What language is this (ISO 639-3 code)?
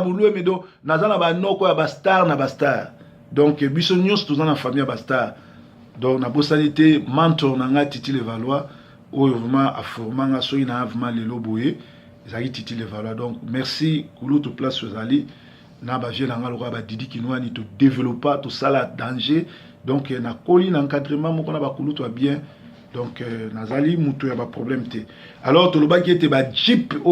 lin